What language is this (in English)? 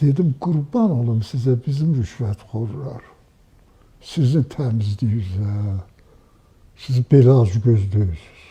Azerbaijani